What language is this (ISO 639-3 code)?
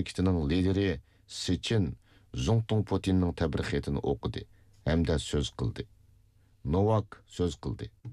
uig